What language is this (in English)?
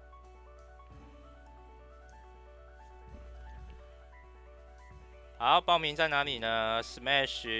Chinese